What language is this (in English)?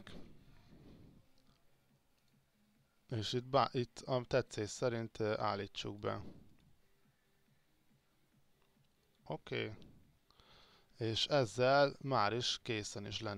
Hungarian